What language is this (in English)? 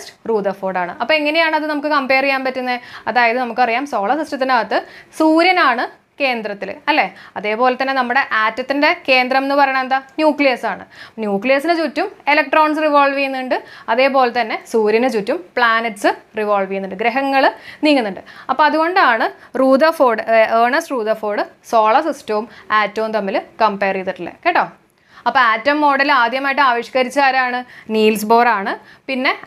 Malayalam